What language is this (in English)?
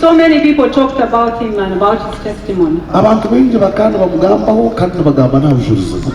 Nyankole